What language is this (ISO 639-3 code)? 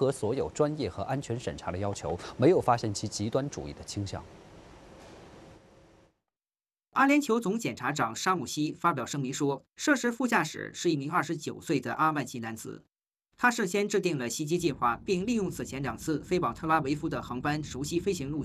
zho